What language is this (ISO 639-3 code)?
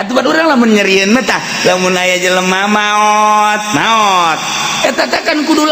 sun